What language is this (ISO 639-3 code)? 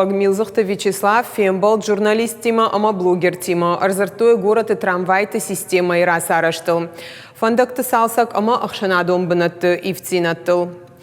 oss